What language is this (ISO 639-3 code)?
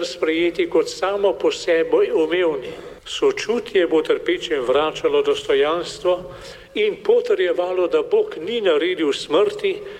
slv